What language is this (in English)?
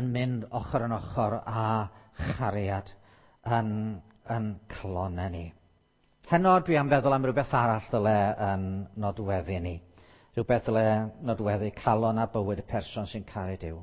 Welsh